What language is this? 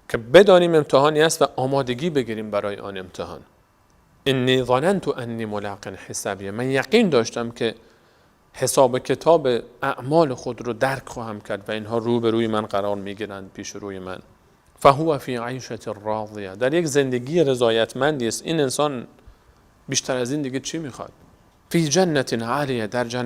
Persian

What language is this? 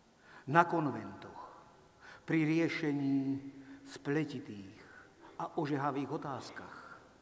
Slovak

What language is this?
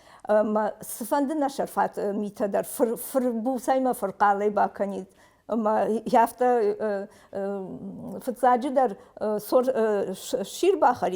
Ossetic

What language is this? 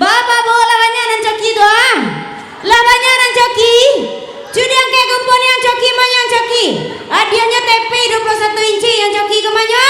Minangkabau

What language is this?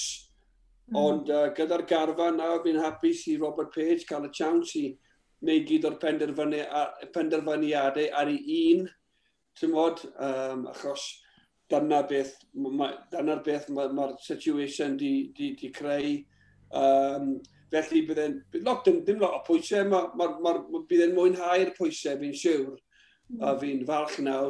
Welsh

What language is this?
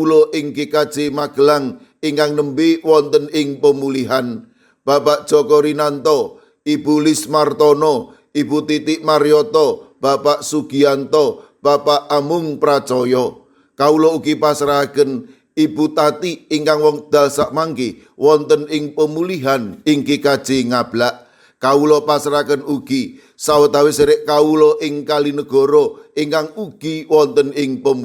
Javanese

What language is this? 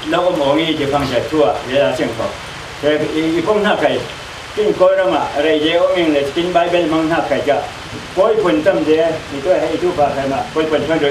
Falam Chin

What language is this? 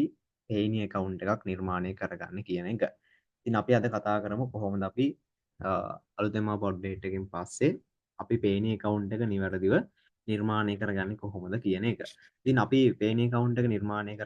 Sinhala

